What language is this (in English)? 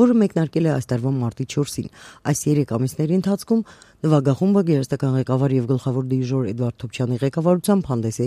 Armenian